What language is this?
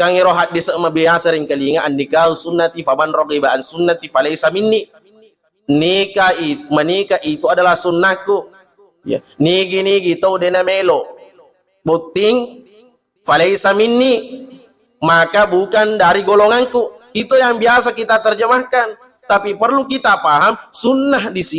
Buginese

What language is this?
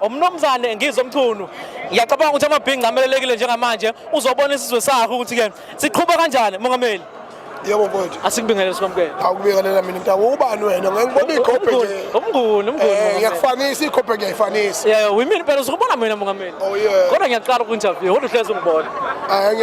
Zulu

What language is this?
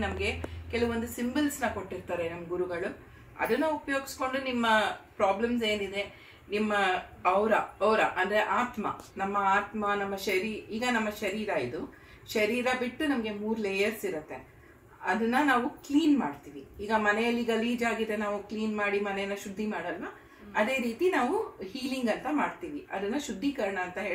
Kannada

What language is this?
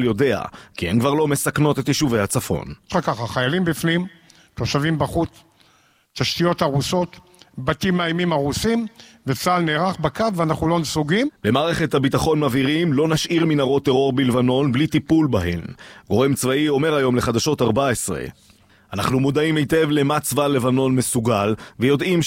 Hebrew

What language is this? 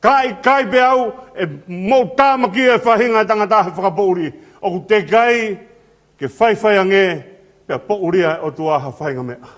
Tongan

